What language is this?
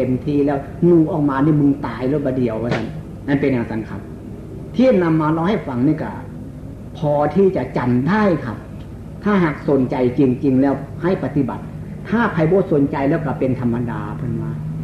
Northeastern Thai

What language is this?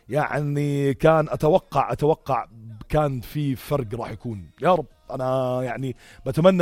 North Levantine Arabic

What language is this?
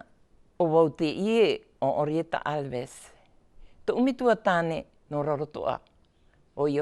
Tahitian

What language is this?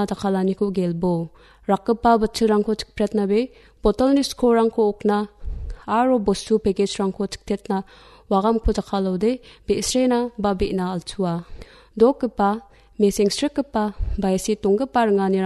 Garo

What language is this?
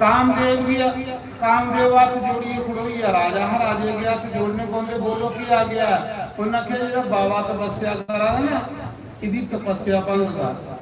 Dogri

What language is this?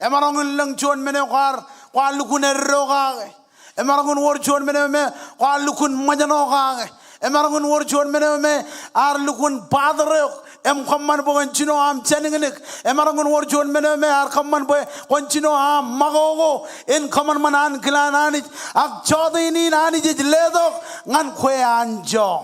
Marshallese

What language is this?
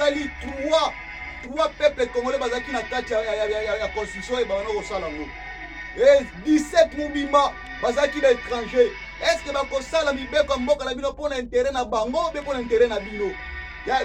Lingala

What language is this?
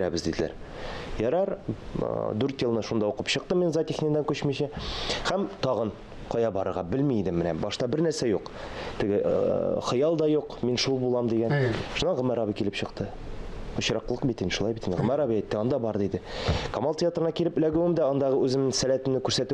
Tatar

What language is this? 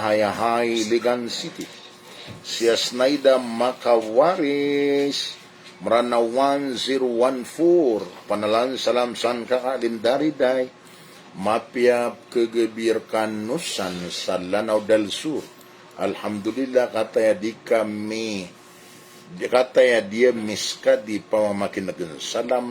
Maranao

